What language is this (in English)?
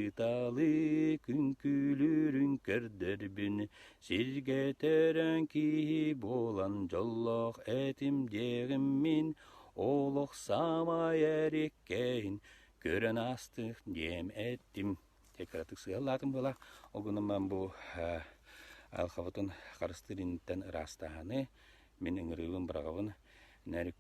Yakut